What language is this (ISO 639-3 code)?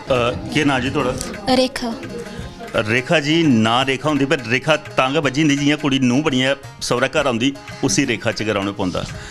doi